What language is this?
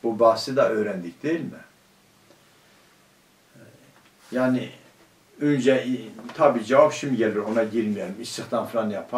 Turkish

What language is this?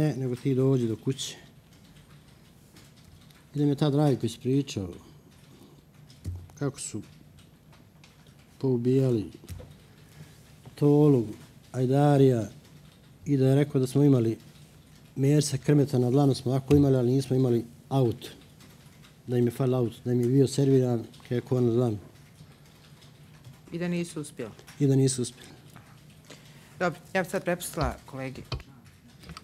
Bosnian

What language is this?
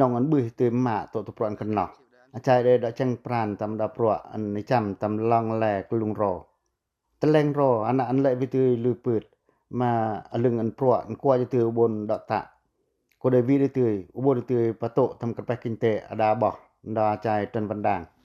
Pacoh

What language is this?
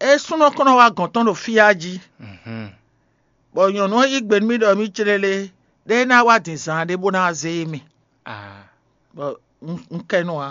Fon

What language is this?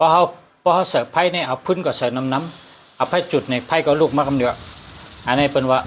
Shan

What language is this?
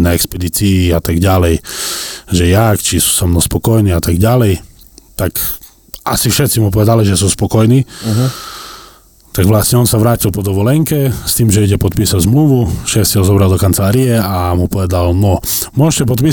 Slovak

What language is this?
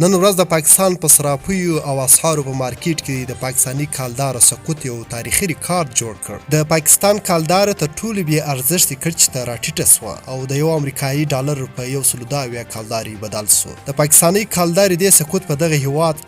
Pashto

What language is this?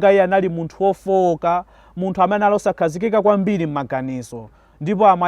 Nyanja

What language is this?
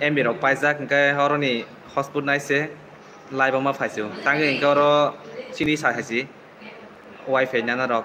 Kok Borok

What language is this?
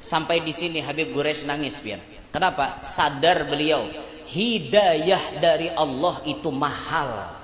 Banjar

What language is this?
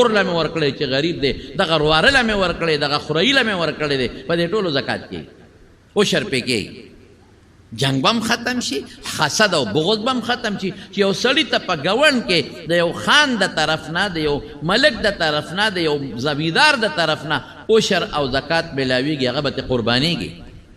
Pashto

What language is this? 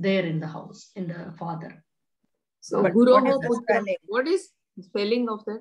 Sanskrit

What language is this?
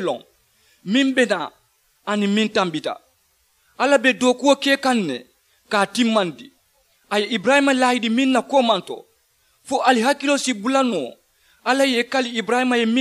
Mandingo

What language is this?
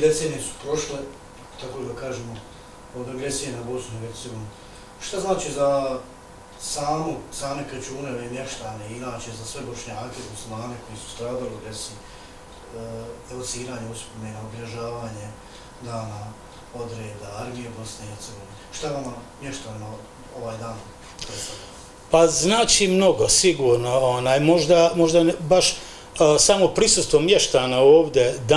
Bosnian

